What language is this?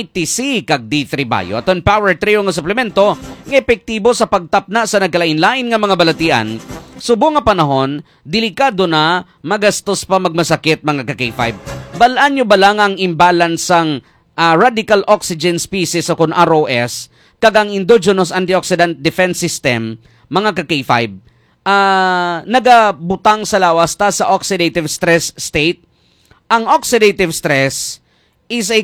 Hiligaynon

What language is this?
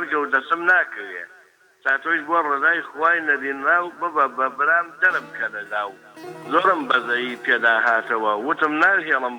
Central Kurdish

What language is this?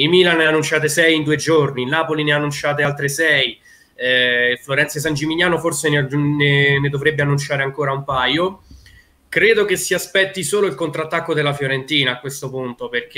Italian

